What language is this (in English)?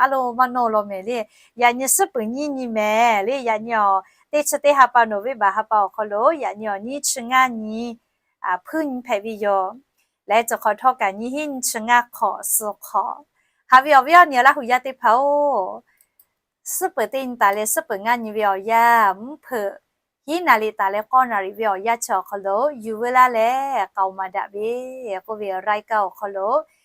Lahu